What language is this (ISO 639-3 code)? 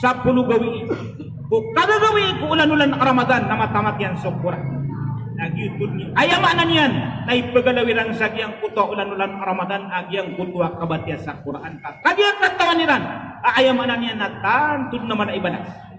mrw